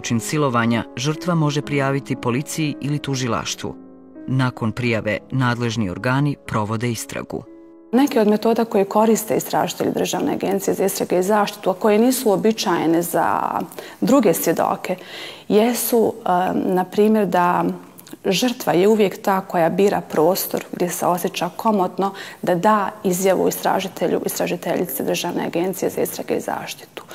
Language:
Bosnian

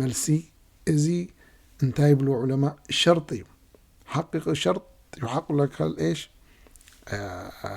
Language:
Tigrinya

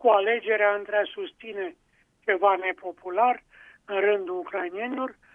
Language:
Romanian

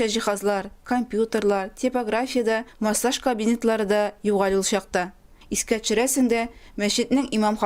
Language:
Tatar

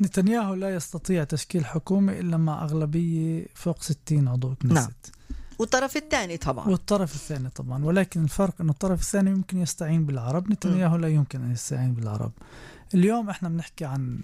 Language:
North Levantine Arabic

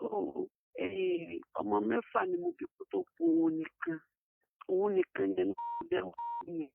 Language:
Yoruba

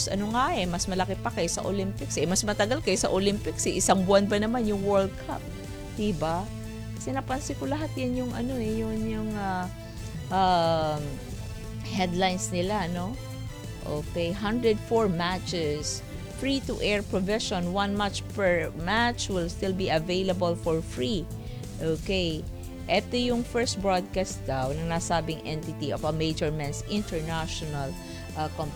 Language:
Filipino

